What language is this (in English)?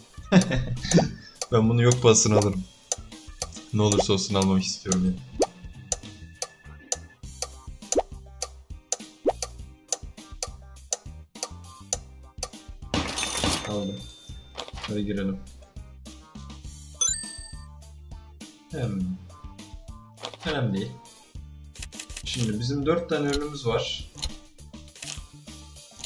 Turkish